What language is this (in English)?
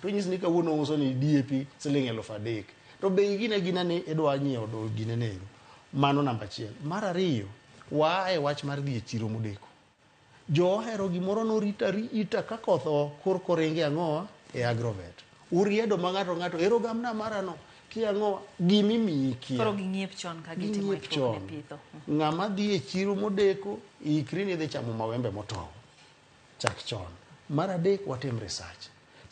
Luo (Kenya and Tanzania)